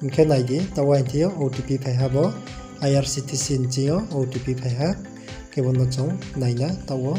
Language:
Riang (India)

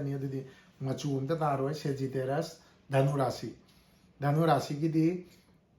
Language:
Manipuri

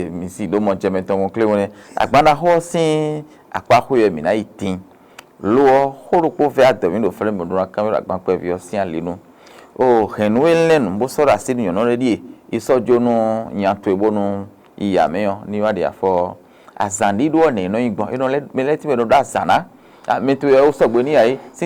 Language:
Fon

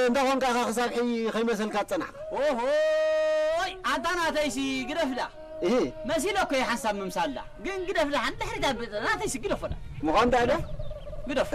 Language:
Tigrinya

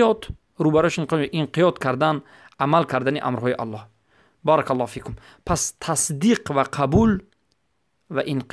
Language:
Persian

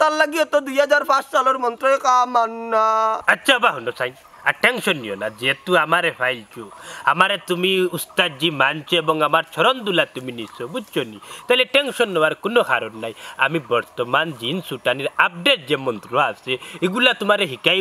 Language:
Sylheti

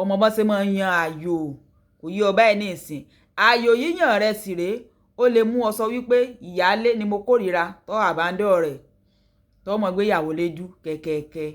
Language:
Yoruba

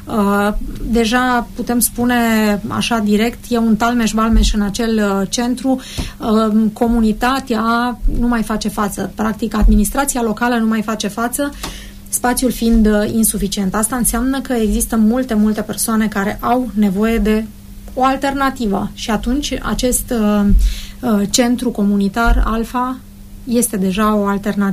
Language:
Romanian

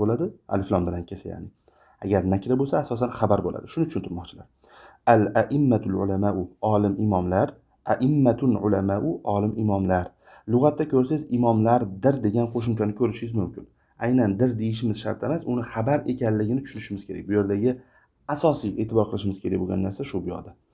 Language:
Uzbek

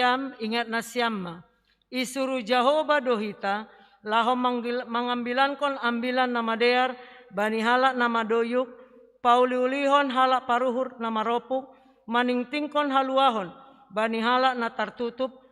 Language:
Batak Simalungun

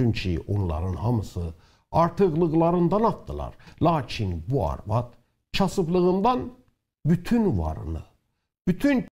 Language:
South Azerbaijani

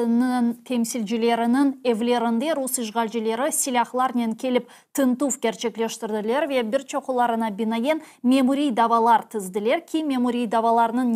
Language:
Crimean Tatar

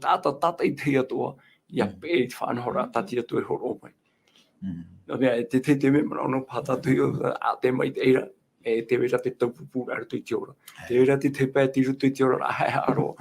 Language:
Tahitian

